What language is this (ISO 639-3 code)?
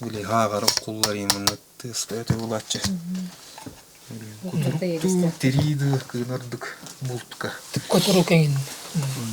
sah